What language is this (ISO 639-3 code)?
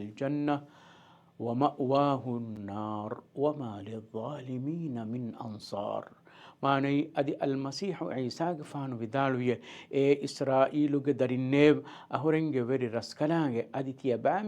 div